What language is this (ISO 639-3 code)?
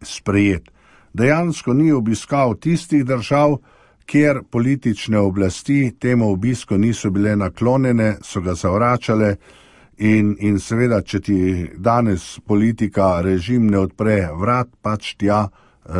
slv